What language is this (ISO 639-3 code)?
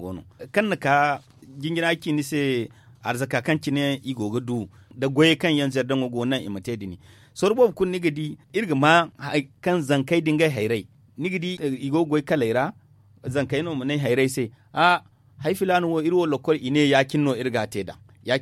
dje